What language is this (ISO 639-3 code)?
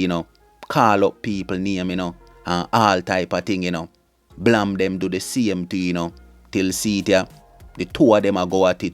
jam